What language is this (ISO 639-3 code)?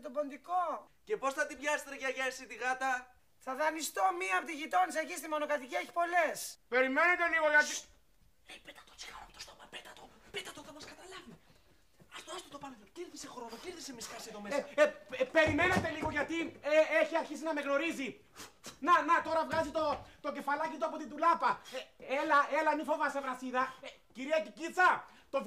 ell